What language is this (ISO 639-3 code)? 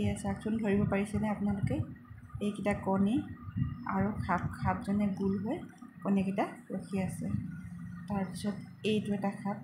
asm